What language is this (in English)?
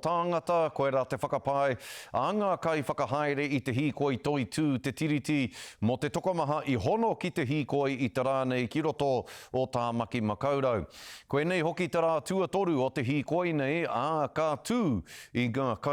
Māori